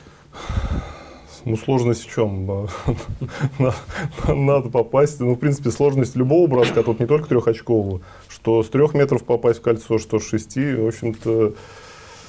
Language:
Russian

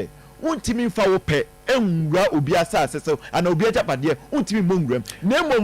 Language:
Akan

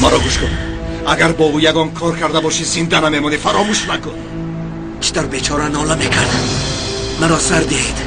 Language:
Tajik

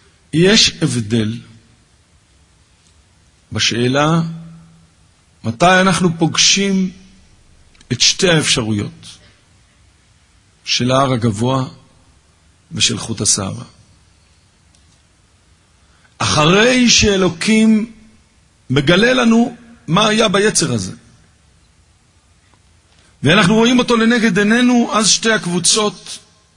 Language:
Hebrew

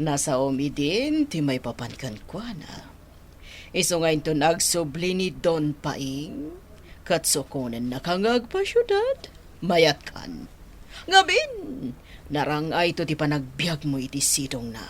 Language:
Iloko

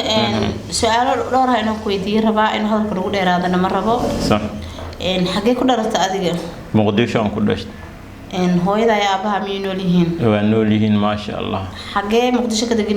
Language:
Somali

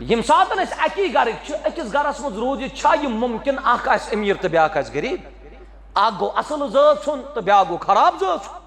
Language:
Kashmiri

